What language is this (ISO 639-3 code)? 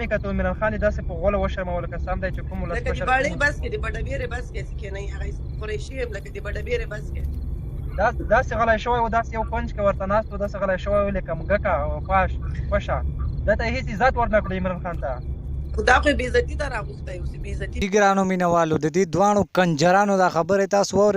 pus